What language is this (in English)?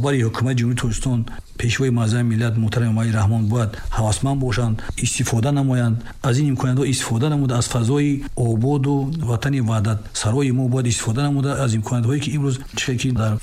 Tajik